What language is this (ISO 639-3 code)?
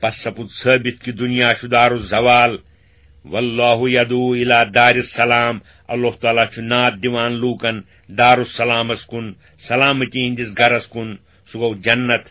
kas